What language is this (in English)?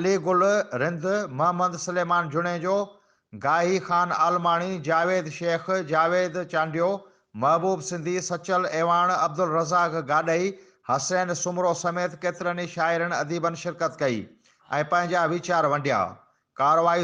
Sindhi